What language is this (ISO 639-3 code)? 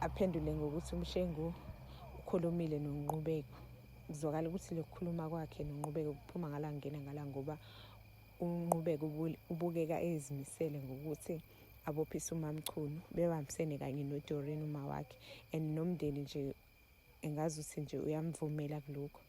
zul